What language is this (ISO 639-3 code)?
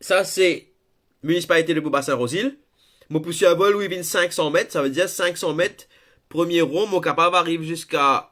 mfe